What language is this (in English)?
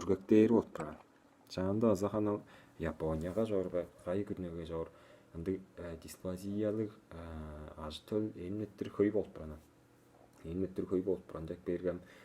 Tuvinian